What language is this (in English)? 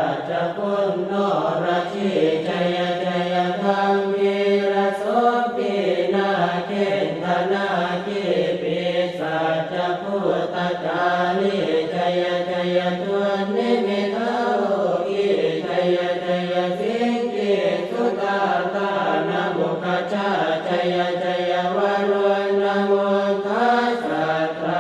Pali